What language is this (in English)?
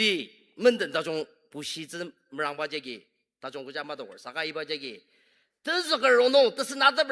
Ao Naga